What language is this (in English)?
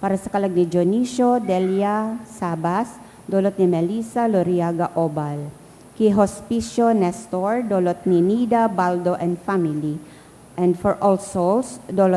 Bikol